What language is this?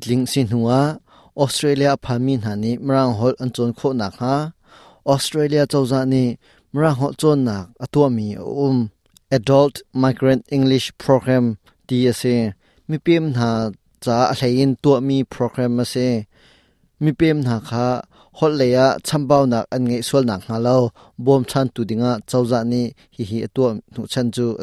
Hakha Chin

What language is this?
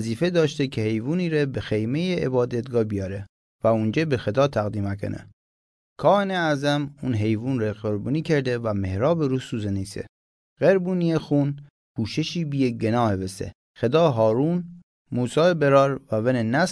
Mazanderani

